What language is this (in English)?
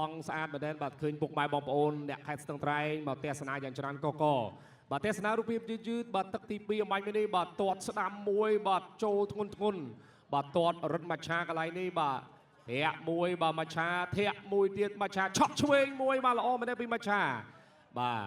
Khmer